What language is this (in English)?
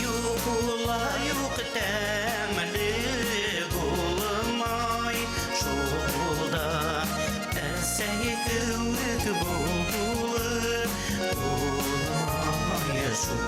Bashkir